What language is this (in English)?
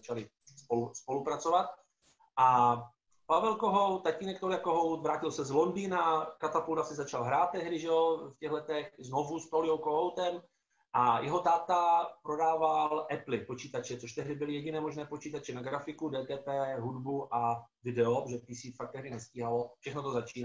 Czech